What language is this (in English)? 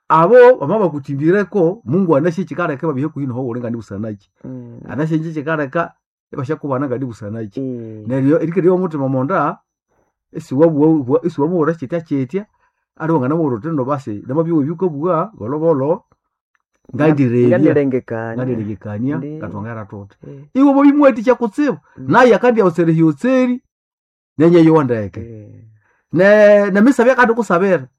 Nande